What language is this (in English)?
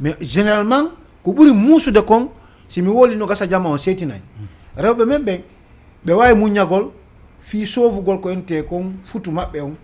Fula